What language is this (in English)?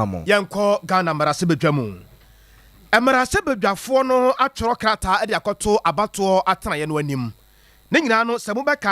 Akan